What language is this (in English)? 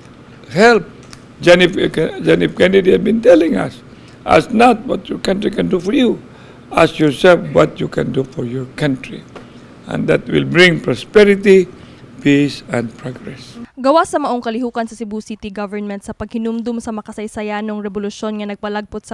Cebuano